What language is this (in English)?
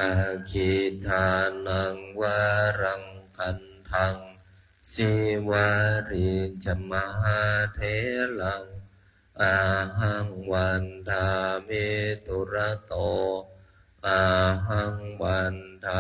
Pali